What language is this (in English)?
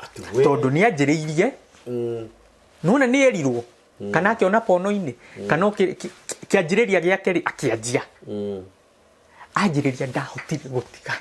Kikuyu